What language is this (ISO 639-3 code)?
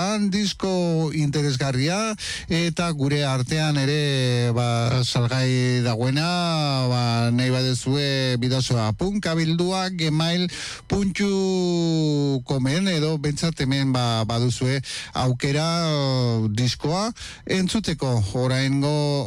eus